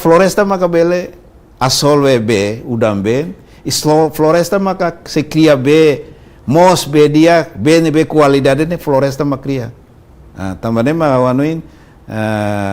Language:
Tetum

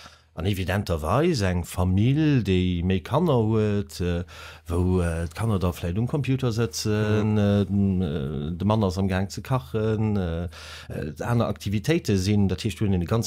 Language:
Luxembourgish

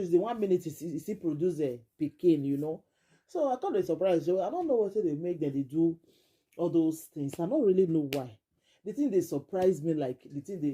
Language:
Nigerian Pidgin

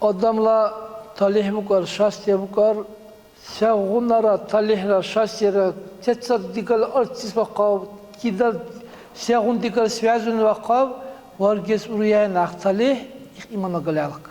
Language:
Dargwa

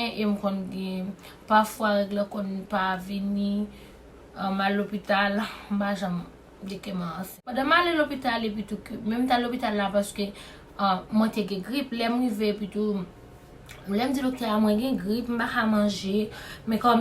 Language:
Haitian Creole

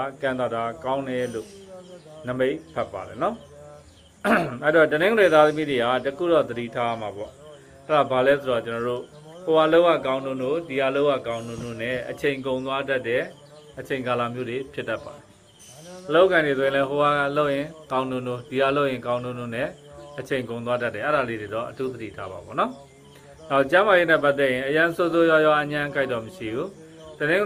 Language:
Burmese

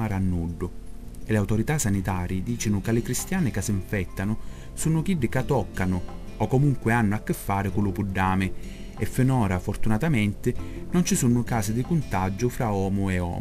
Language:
Sicilian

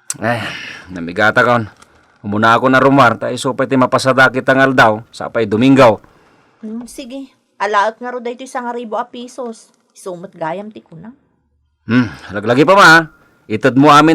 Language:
Iloko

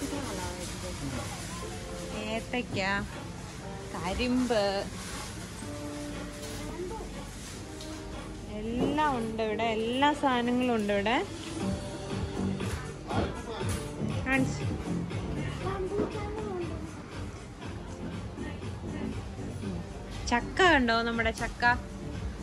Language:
Malayalam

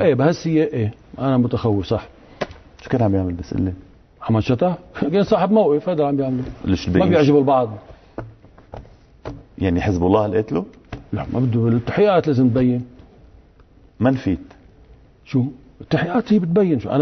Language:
North Levantine Arabic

